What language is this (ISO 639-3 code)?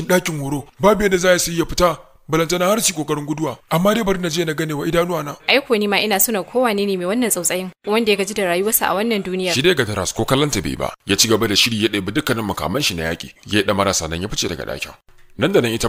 hau